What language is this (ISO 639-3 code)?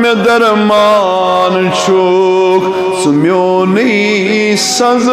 kas